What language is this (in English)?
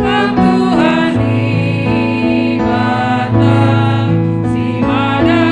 Batak Karo